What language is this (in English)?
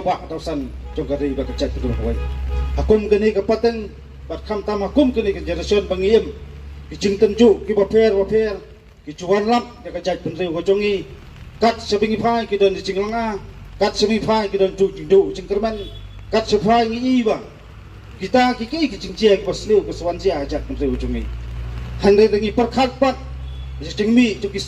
Khasi